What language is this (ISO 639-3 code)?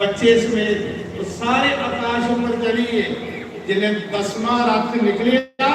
doi